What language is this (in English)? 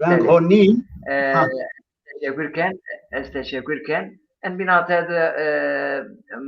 Zaza